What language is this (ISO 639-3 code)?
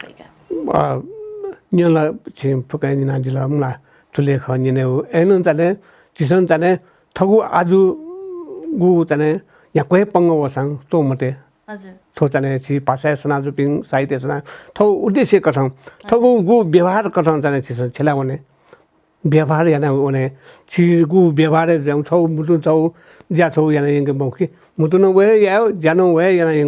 new